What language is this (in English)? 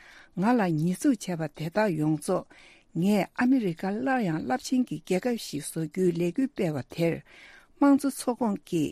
Tibetan